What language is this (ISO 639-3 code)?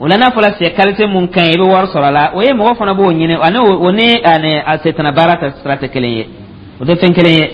dyu